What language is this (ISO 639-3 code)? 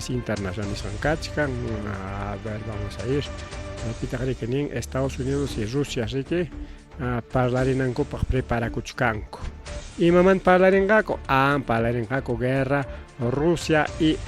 quy